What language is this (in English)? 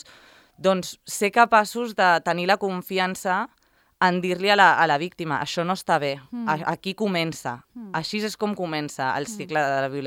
Catalan